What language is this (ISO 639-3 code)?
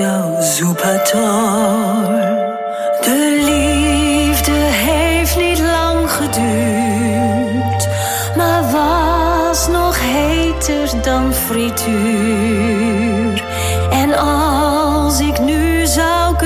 nld